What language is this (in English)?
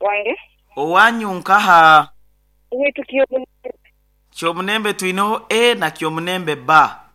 Nyoro